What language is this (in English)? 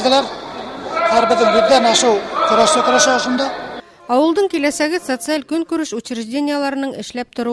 Bashkir